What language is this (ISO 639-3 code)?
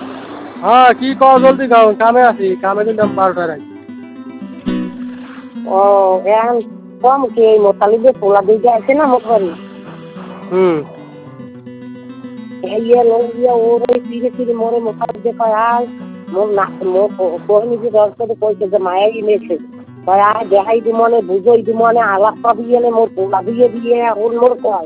ben